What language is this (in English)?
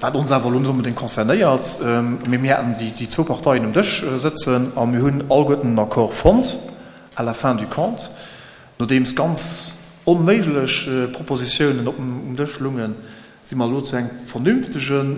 Luxembourgish